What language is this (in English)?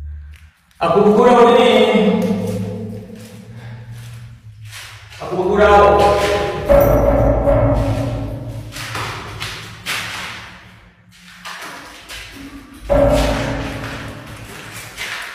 Malay